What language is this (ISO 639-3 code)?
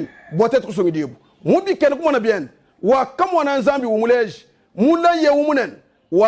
lua